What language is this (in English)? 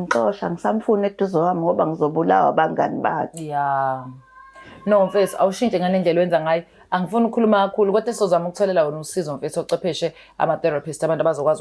Zulu